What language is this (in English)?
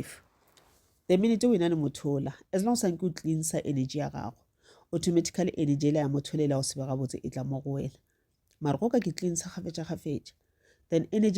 Northern Sotho